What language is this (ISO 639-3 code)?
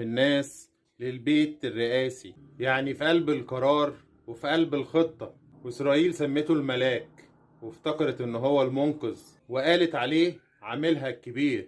arz